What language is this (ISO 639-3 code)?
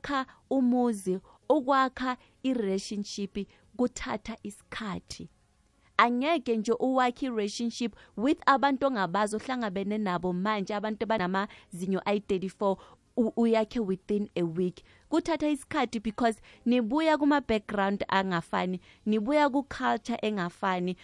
nbl